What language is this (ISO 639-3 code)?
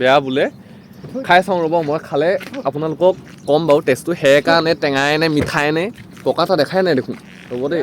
asm